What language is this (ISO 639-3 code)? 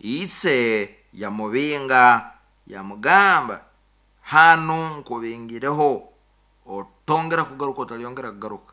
nyo